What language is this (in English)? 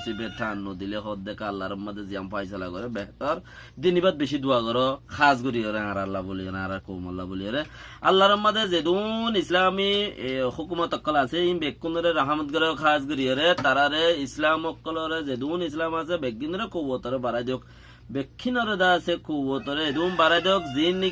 Rohingya